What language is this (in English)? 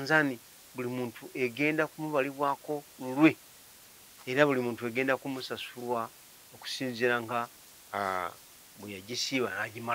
Ganda